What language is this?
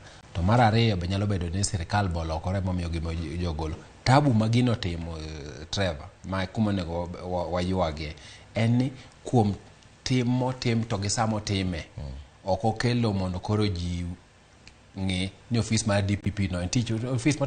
Luo (Kenya and Tanzania)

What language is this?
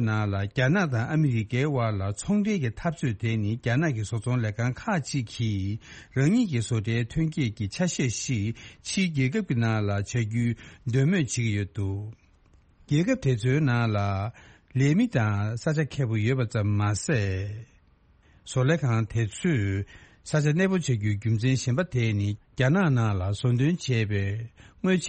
Tibetan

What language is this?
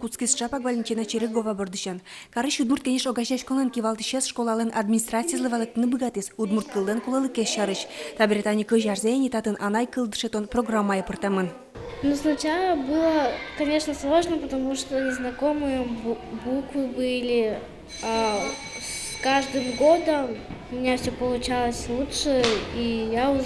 Udmurt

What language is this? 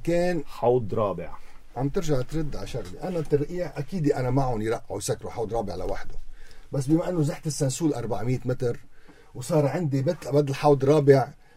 North Levantine Arabic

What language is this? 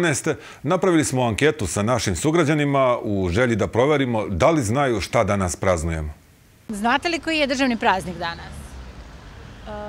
Serbian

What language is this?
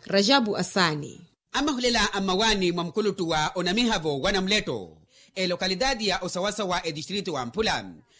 Makhuwa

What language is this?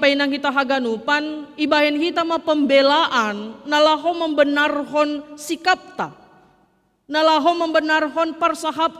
Batak Simalungun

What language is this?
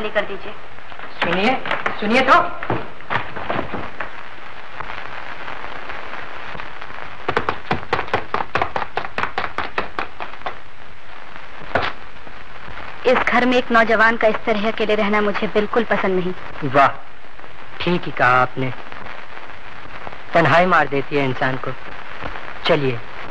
Hindi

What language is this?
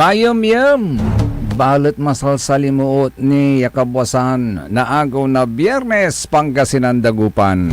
Pangasinan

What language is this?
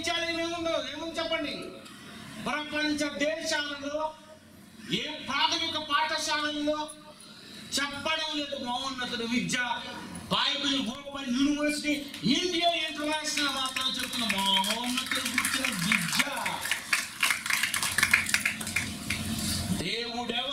Telugu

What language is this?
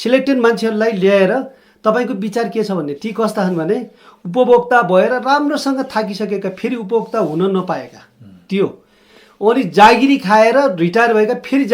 Nepali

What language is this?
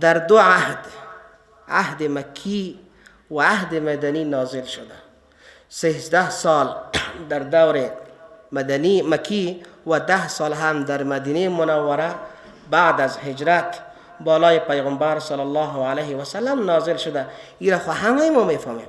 Persian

